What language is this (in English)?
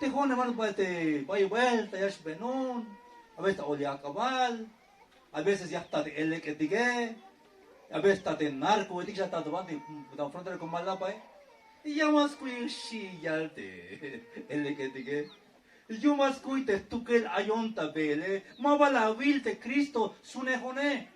Tzeltal